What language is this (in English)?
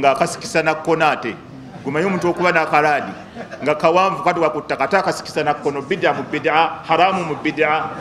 Ganda